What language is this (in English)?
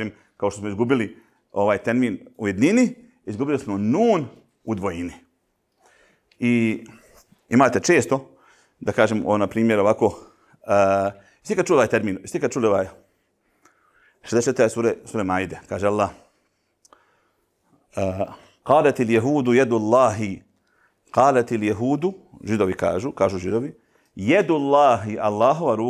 Bosnian